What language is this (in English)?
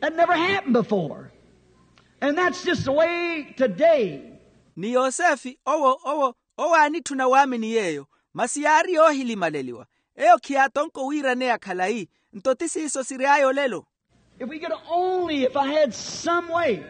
Makhuwa